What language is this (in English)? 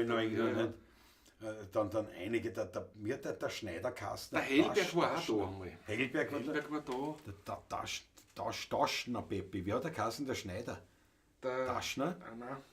Bavarian